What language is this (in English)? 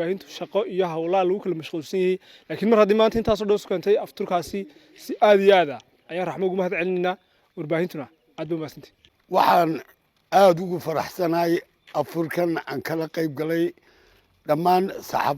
Somali